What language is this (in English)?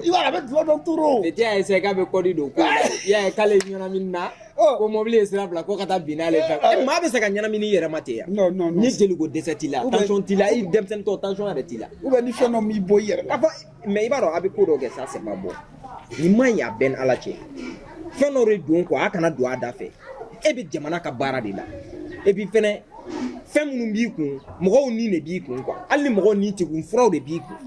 Bambara